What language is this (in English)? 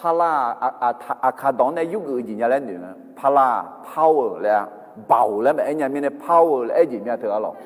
Akha